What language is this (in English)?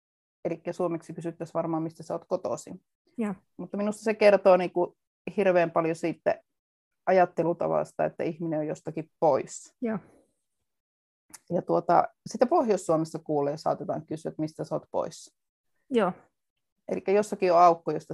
Finnish